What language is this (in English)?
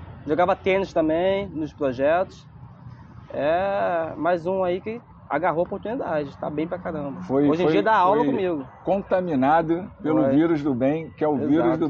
Portuguese